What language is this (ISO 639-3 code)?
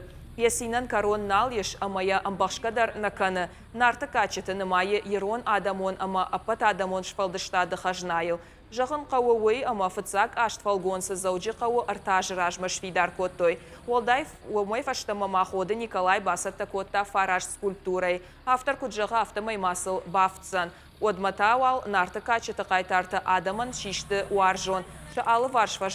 oss